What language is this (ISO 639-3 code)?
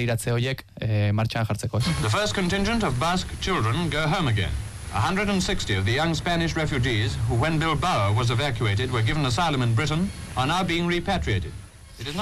eus